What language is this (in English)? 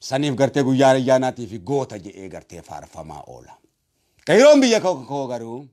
Oromo